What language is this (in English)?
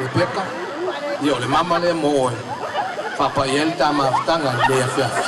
Samoan